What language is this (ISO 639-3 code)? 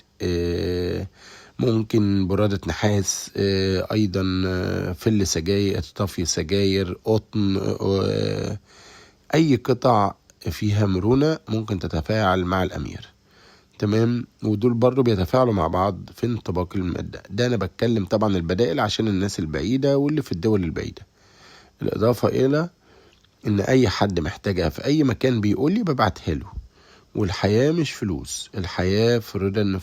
arz